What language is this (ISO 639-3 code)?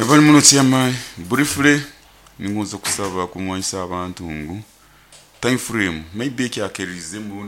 nyo